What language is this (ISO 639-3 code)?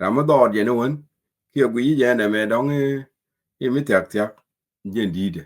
nus